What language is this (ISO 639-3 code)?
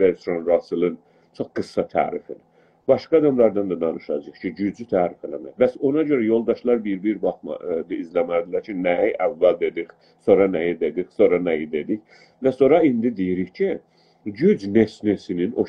azb